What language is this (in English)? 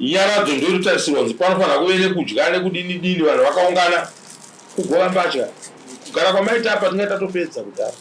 Shona